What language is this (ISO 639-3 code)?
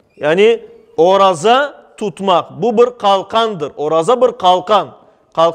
crh